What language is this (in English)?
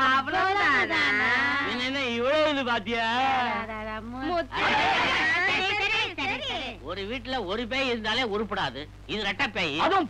Tamil